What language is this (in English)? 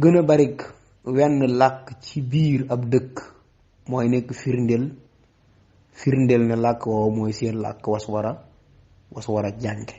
Wolof